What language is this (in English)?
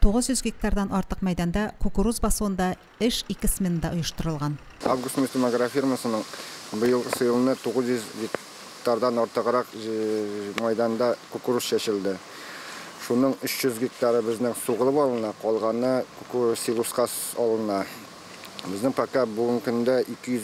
Tatar